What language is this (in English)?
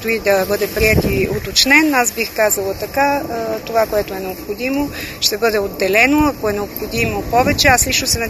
Bulgarian